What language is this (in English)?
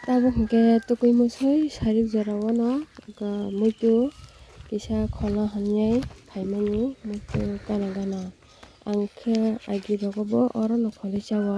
Kok Borok